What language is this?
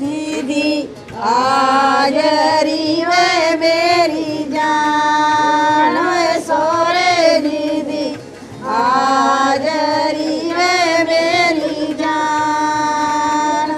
Dogri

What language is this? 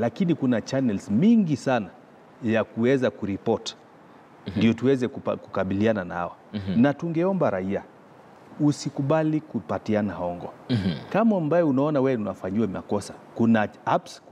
Swahili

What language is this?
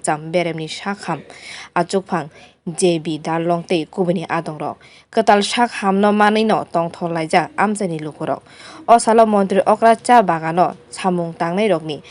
Kok Borok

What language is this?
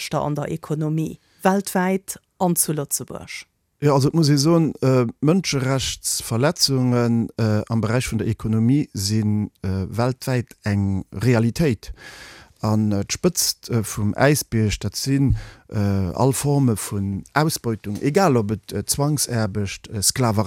Luxembourgish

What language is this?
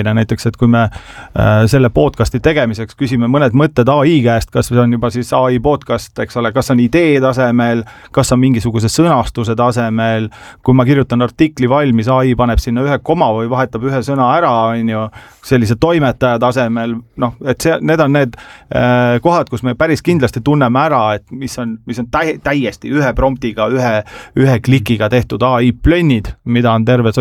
Estonian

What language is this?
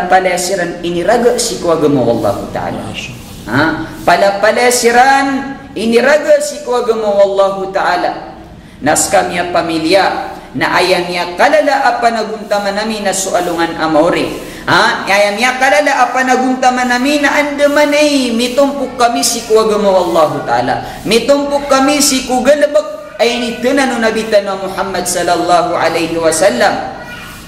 Maranao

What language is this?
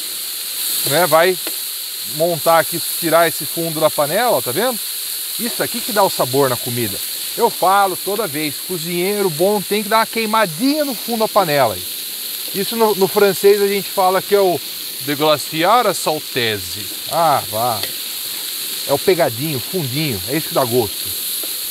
Portuguese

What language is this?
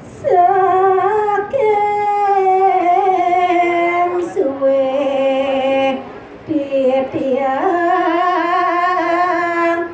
Balinese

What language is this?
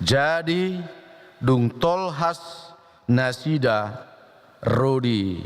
Batak Toba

